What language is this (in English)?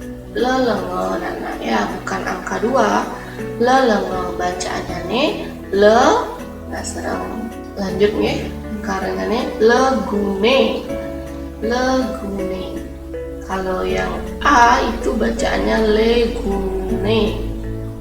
Balinese